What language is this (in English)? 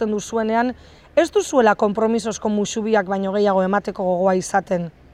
Basque